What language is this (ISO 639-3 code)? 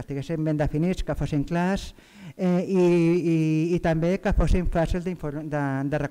cat